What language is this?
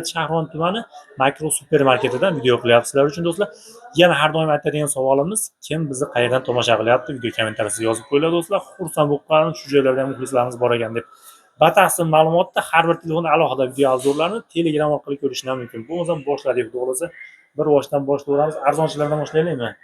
Uzbek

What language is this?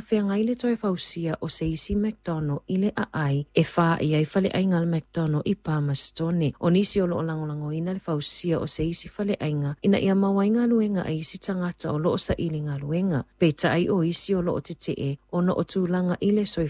Samoan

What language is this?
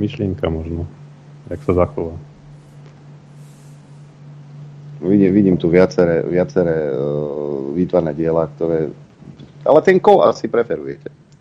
Slovak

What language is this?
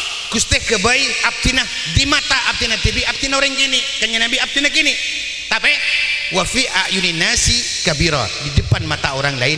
Madurese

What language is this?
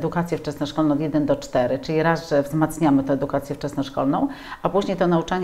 Polish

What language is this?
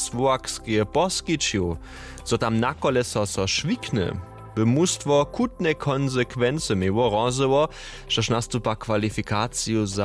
Upper Sorbian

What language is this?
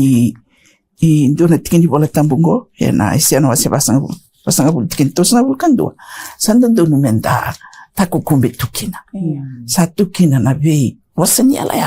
Fijian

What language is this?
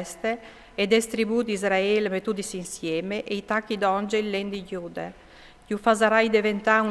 Friulian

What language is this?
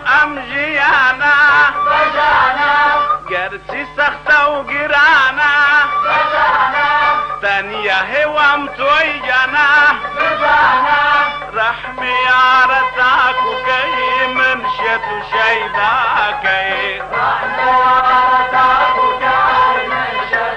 Central Kurdish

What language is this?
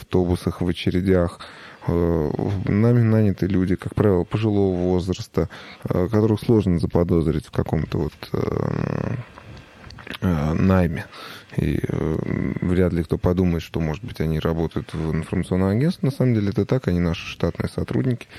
Russian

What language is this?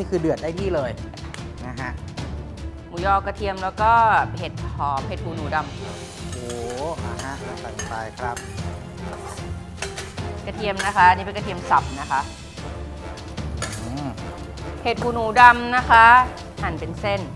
Thai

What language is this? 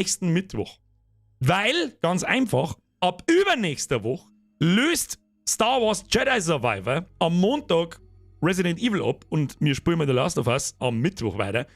Bavarian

